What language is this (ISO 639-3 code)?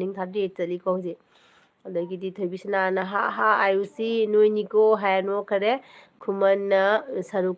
mni